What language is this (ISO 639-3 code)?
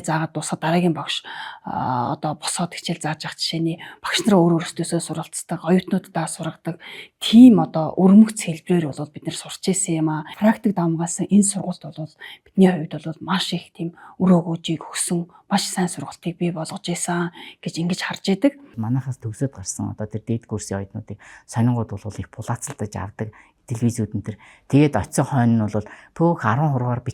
mon